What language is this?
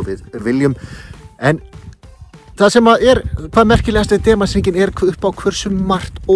Icelandic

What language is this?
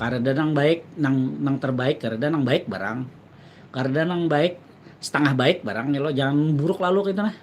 Banjar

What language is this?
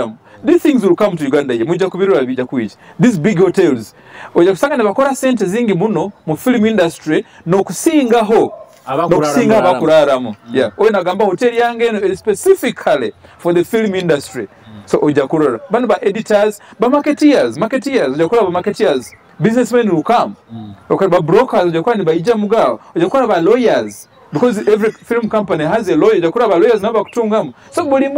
Nyoro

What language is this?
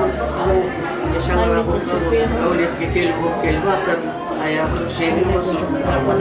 Kara-Kalpak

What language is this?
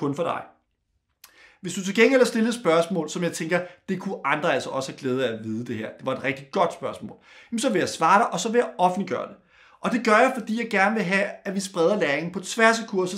Danish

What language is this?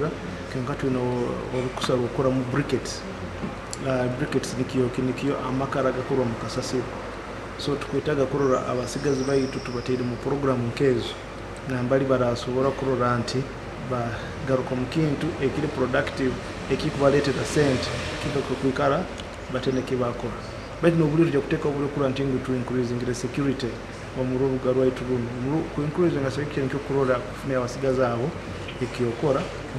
Nyoro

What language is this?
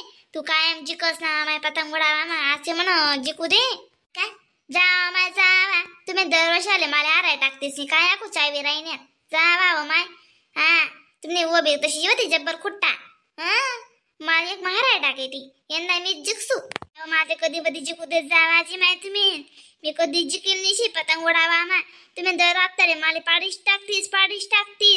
Khandesi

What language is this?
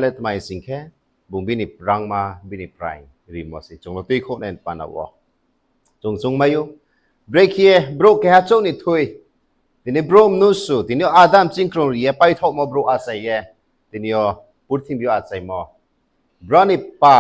Riang (India)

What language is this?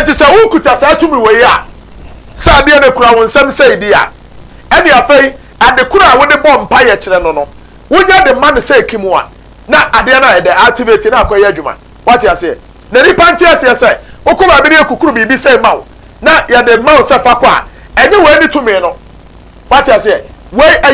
Akan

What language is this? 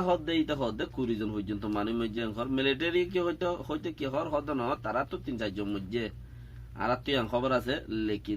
Rohingya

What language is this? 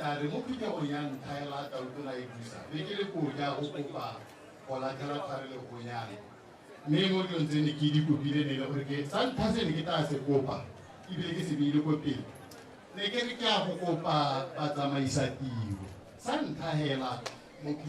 Tswana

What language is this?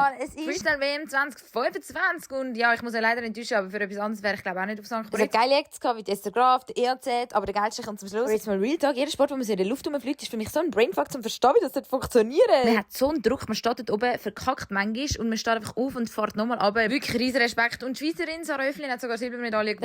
Swiss German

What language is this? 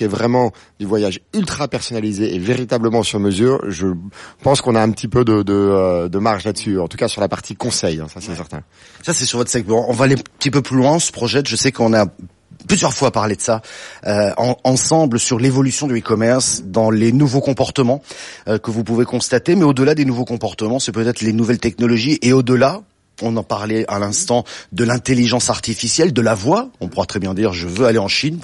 French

